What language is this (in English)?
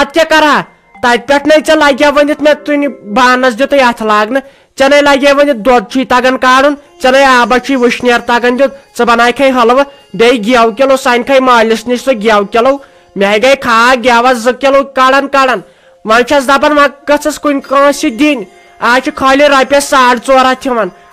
Kashmiri